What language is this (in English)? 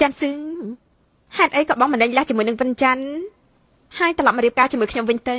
Khmer